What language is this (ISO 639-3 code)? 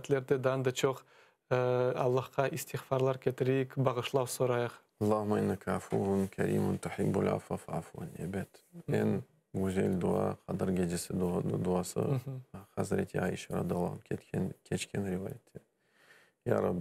crh